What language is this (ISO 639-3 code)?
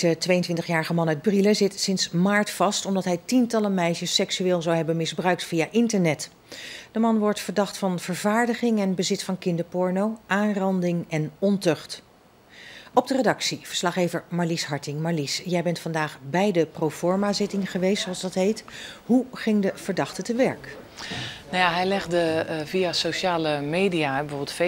nld